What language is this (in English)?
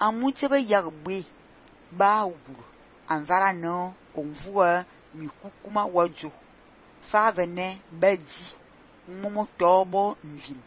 Fang